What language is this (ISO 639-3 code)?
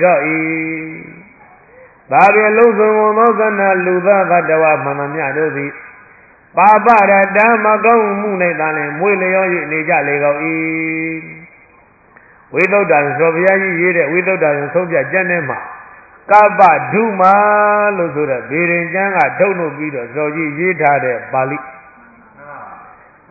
mya